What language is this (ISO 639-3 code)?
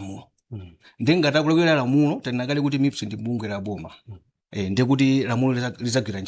nya